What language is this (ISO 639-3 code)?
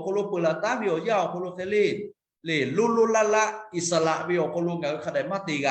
lhu